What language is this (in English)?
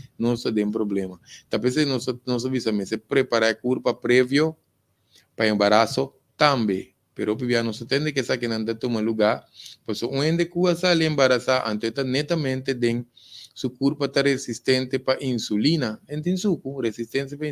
Papiamento